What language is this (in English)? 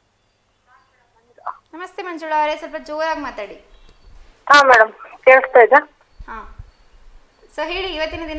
Kannada